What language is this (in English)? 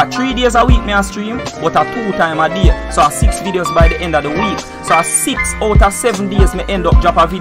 Jamaican Creole English